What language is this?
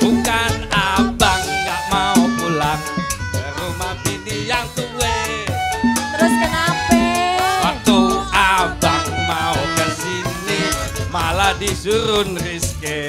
Betawi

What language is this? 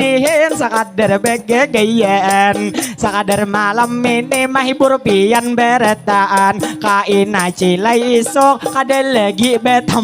Banjar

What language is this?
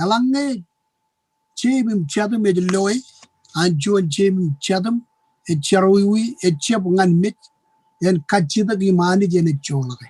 Marshallese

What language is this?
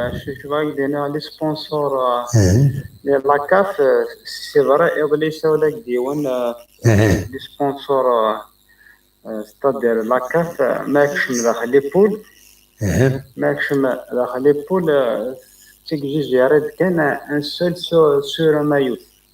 Kabyle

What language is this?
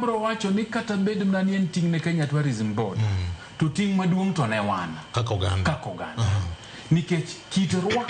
Luo (Kenya and Tanzania)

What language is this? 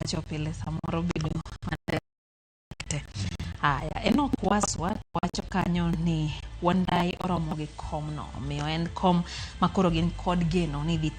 Luo (Kenya and Tanzania)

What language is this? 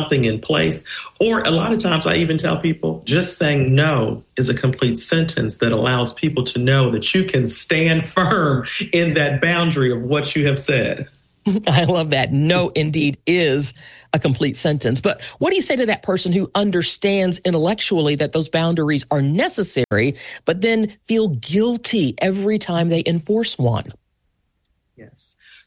English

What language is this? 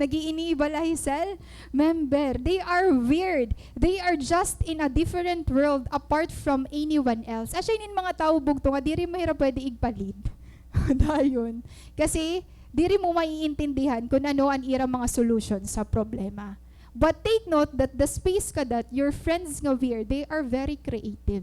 Waray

